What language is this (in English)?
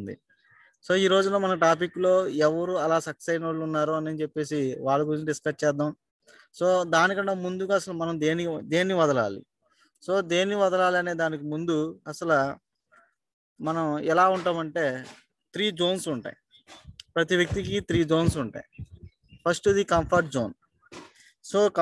Telugu